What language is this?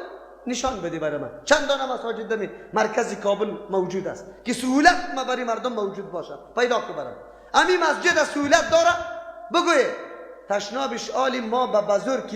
Persian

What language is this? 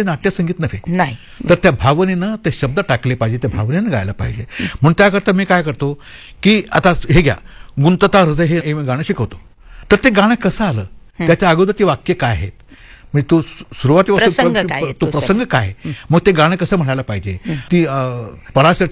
Marathi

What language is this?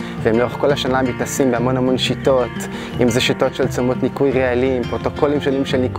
Hebrew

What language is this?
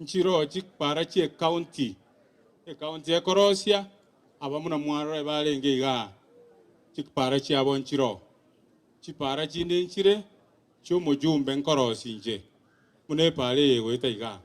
Gusii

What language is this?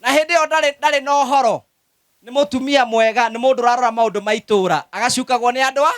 Kikuyu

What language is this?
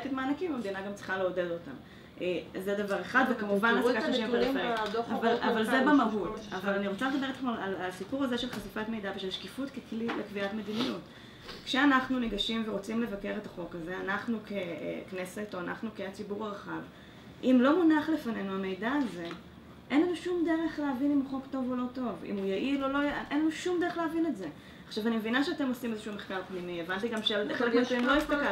Hebrew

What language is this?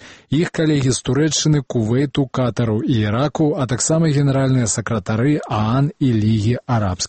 Belarusian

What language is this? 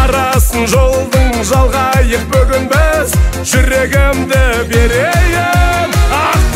Kazakh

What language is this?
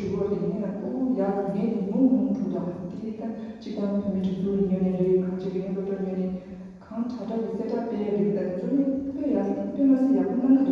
Tibetan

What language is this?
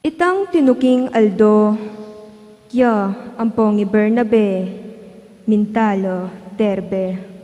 Pampanga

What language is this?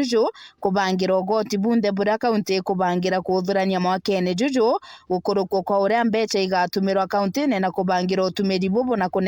Meru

